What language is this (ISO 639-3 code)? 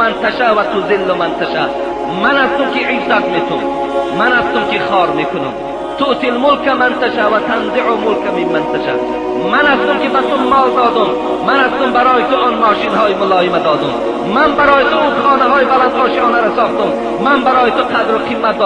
tgk